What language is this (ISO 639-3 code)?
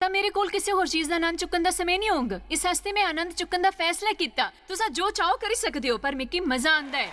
doi